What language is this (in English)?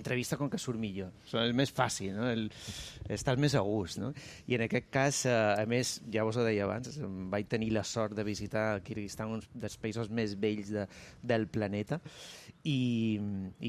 Catalan